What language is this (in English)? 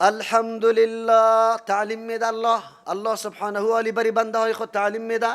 Persian